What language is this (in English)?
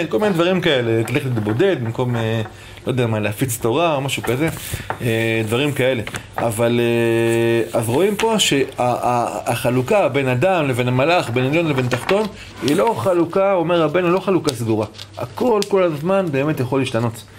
Hebrew